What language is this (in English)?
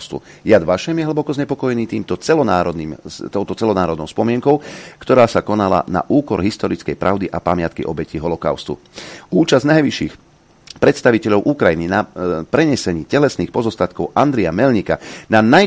Slovak